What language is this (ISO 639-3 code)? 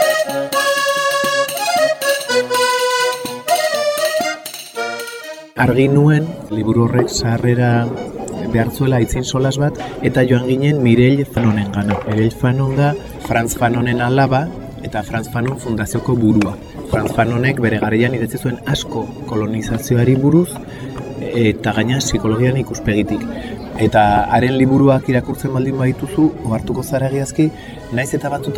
eus